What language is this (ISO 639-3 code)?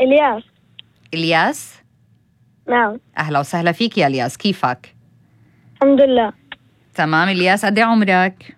apc